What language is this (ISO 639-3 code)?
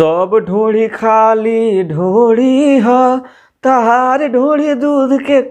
bho